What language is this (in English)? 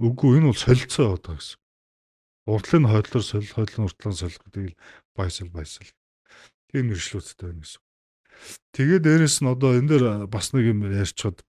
Mongolian